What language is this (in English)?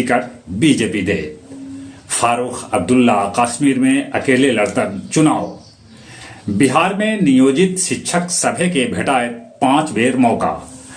Magahi